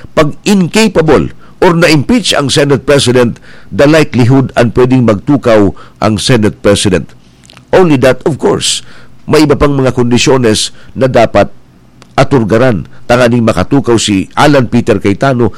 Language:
Bikol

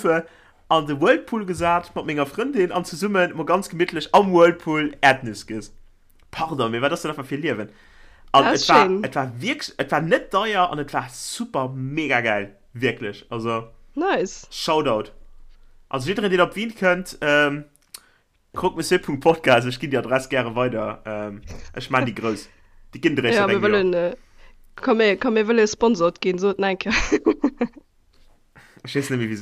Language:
Luxembourgish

